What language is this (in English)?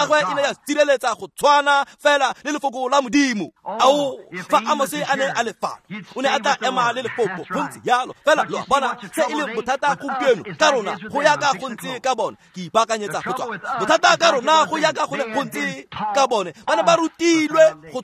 Tswana